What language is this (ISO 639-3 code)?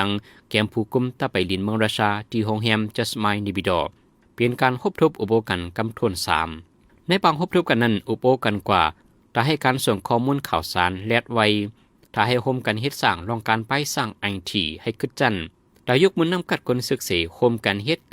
shn